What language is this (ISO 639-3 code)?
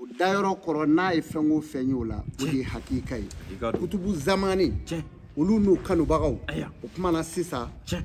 bam